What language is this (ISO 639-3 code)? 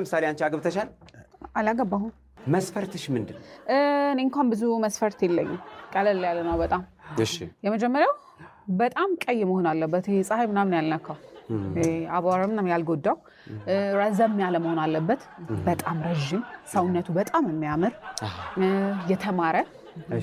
amh